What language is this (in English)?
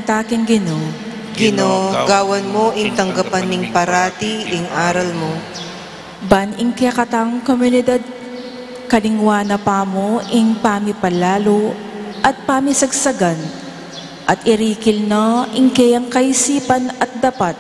Pampanga